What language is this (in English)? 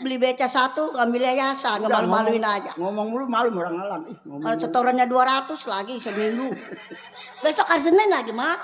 Betawi